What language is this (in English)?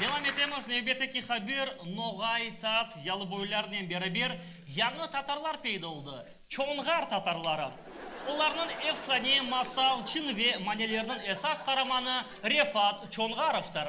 Crimean Tatar